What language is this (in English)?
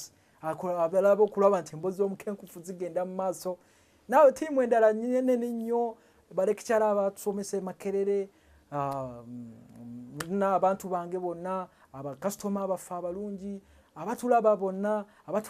Ganda